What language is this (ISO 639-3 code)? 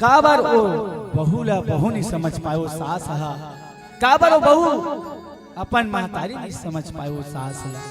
hne